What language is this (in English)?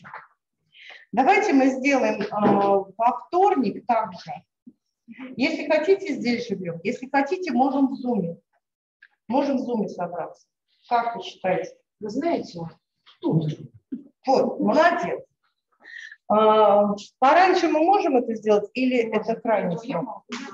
Russian